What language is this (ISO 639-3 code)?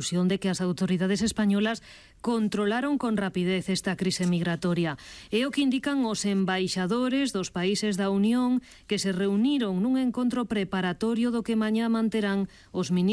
glg